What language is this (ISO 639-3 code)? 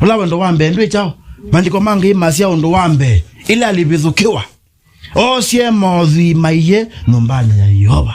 kam